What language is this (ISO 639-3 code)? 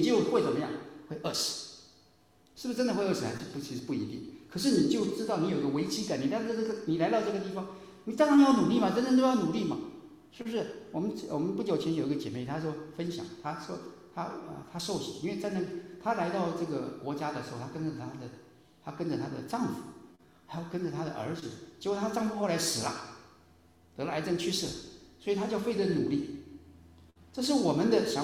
zho